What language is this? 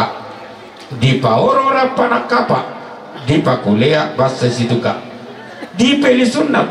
Toraja-Sa'dan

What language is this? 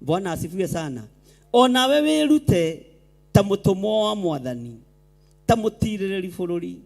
Kikuyu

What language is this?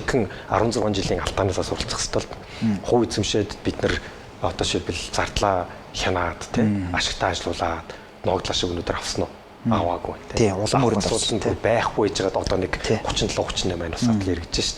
Mongolian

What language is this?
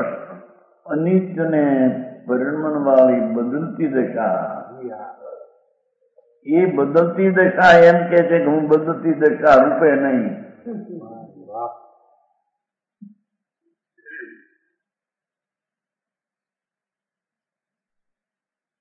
Gujarati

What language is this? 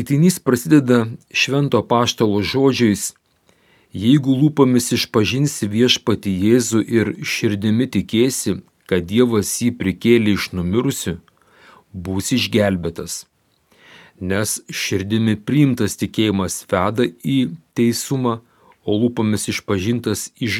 Lithuanian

